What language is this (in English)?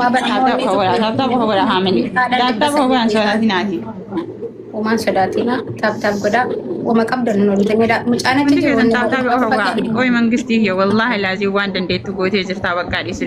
Oromo